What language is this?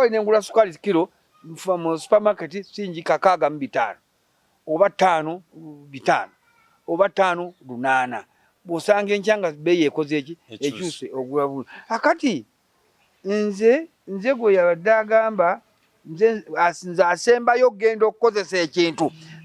Ganda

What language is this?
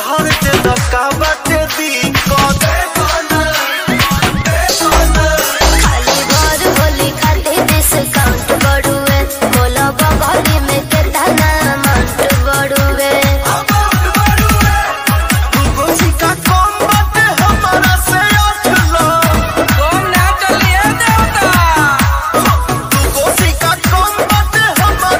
Bhojpuri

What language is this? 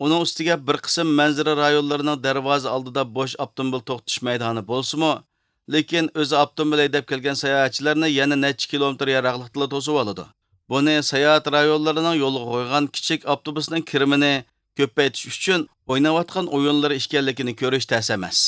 Uyghur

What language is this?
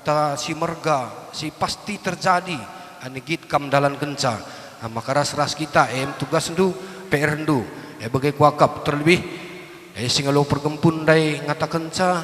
Batak Karo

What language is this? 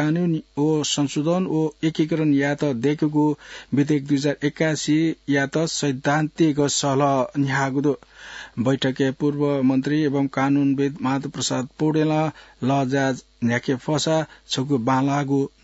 Newari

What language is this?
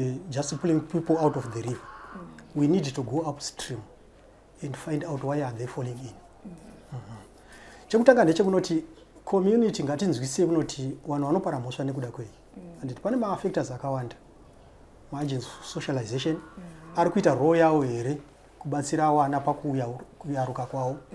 Shona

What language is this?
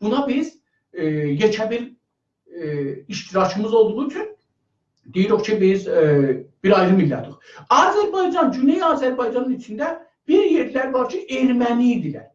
South Azerbaijani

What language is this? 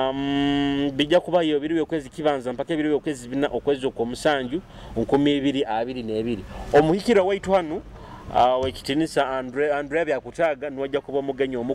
Nyoro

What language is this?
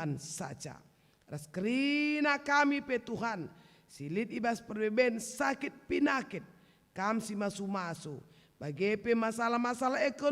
Batak Karo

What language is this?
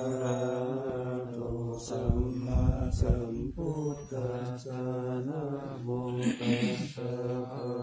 Pali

